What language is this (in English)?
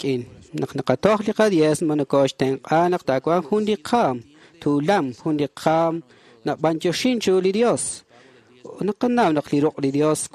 Kekchí